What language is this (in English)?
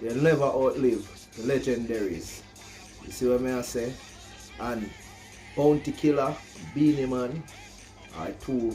Jamaican Creole English